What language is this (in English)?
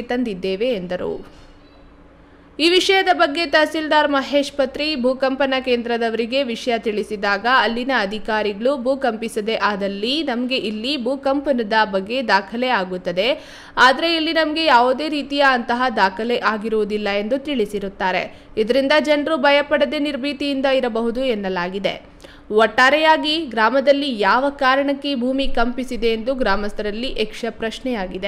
Kannada